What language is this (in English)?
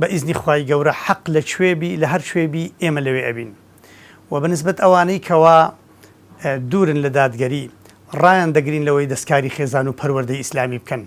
Central Kurdish